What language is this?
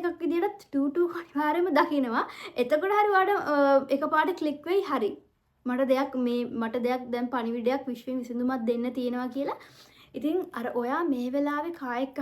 Sinhala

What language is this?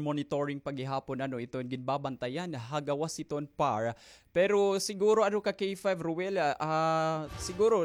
Waray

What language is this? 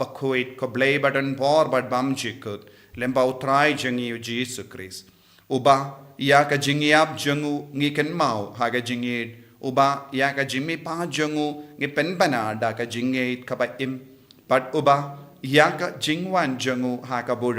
Khasi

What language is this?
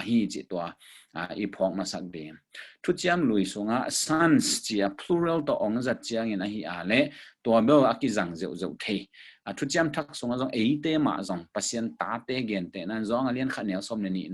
Tedim Chin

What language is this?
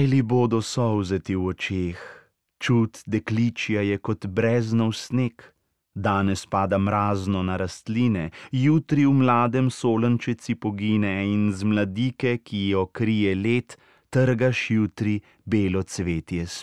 Slovenian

